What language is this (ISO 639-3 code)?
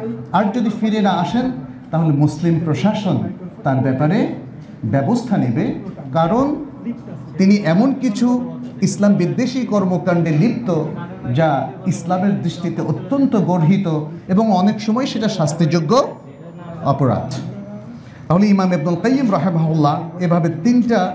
ben